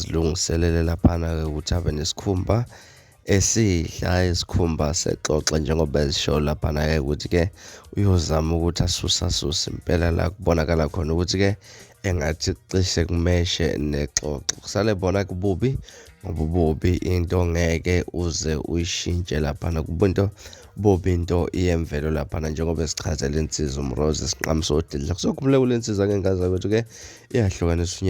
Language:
Zulu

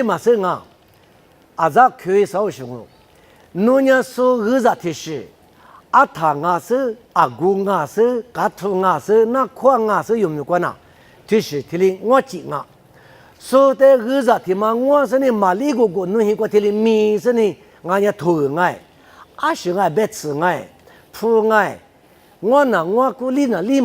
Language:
Lisu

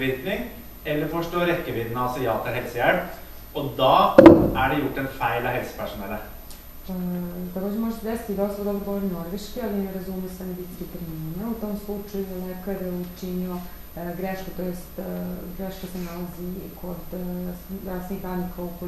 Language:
Serbian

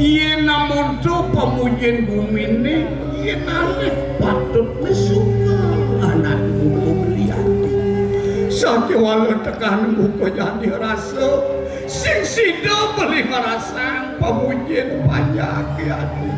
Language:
Balinese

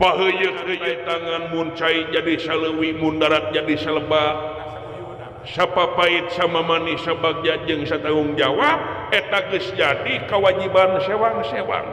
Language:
Sundanese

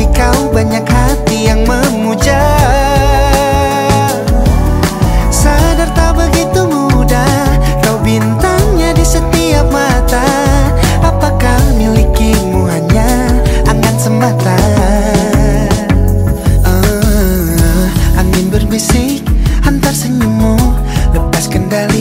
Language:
Indonesian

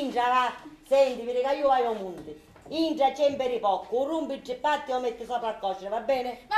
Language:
Sicilian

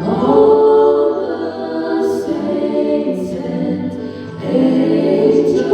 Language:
Samoan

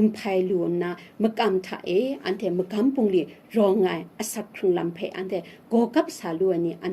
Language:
Kachin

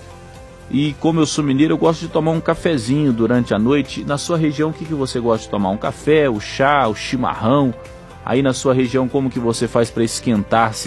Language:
Portuguese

